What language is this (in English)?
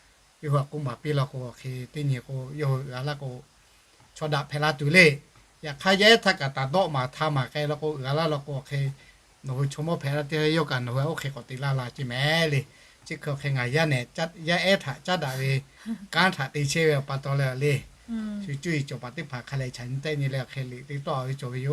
Lahu